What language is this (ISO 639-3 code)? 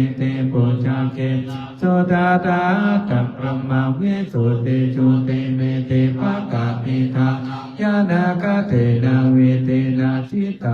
pli